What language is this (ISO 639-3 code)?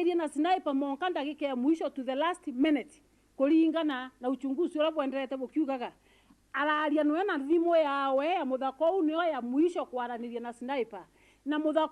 mer